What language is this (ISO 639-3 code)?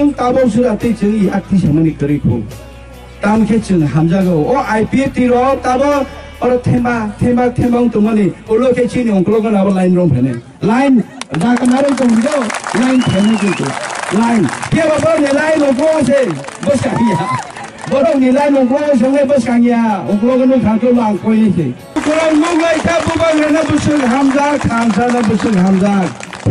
trp